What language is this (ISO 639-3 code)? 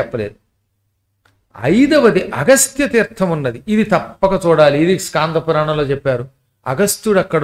tel